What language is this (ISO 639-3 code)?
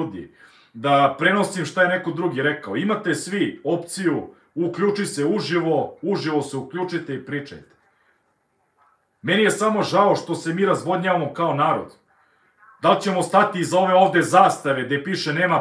srp